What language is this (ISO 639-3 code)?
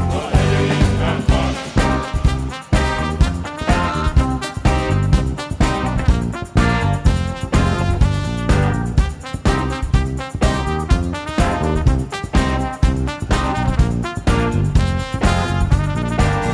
hun